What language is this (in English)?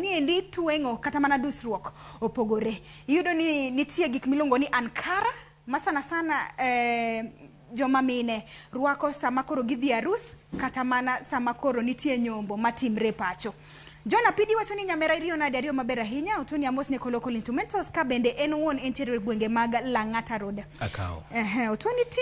Luo (Kenya and Tanzania)